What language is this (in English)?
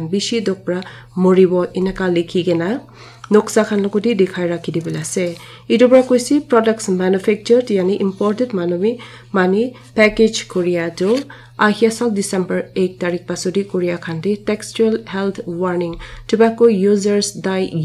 Naga Pidgin